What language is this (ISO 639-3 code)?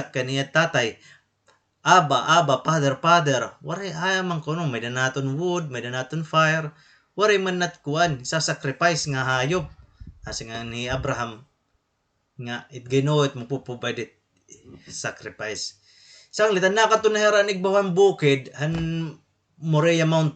war